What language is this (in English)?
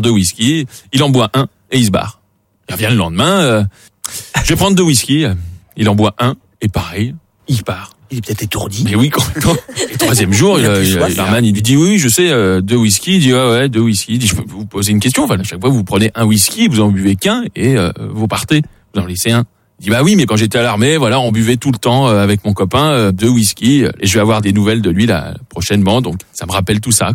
French